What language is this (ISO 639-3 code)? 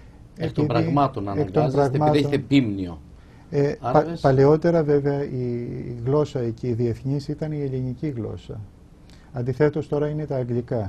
ell